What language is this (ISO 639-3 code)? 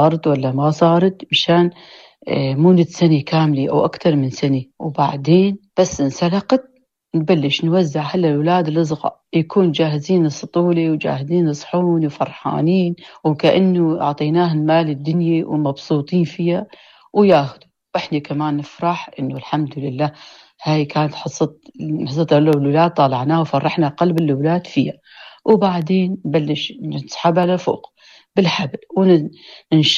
apc